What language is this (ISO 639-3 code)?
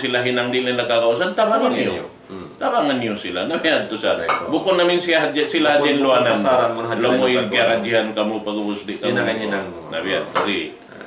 tsg